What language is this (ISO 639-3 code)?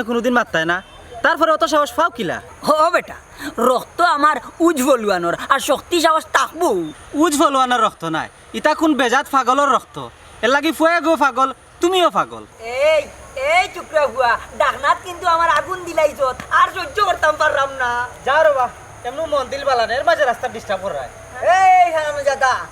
syl